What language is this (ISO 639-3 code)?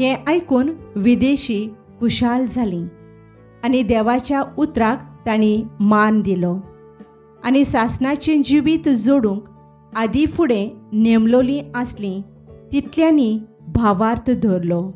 kok